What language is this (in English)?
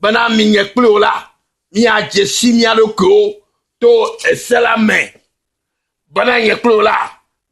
Ewe